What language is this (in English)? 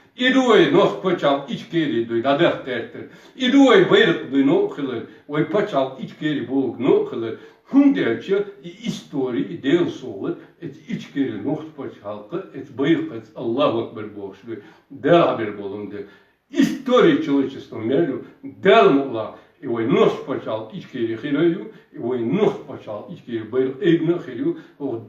Chechen